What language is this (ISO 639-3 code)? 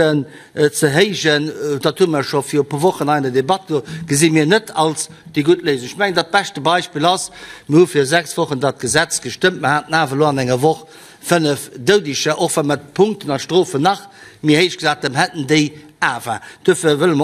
ltz